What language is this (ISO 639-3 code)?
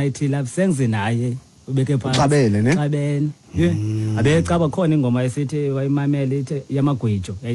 xho